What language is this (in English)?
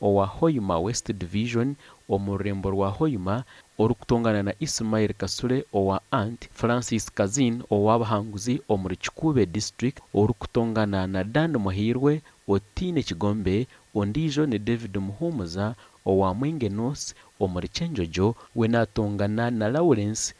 Nyankole